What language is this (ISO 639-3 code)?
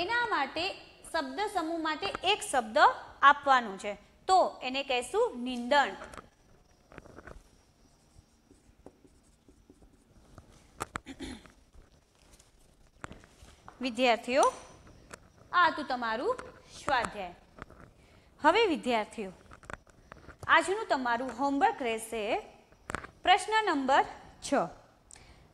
guj